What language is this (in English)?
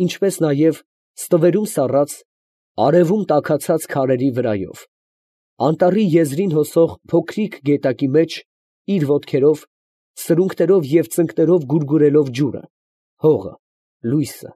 Armenian